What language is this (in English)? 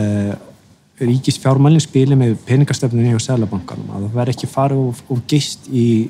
Icelandic